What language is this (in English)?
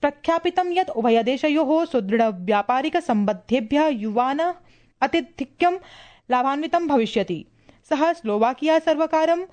Sanskrit